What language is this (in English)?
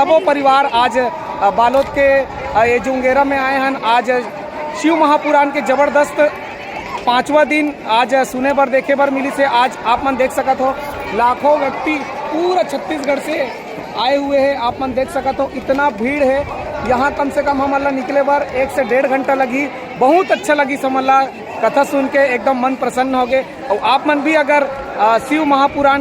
Chhattisgarhi